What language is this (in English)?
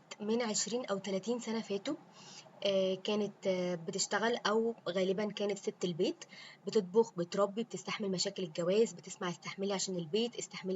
Egyptian Arabic